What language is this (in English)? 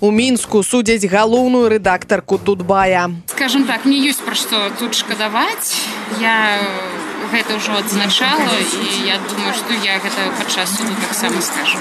Belarusian